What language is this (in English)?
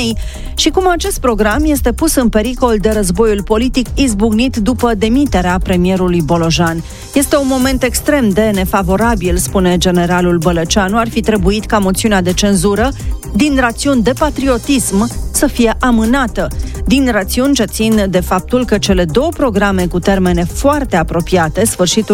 Romanian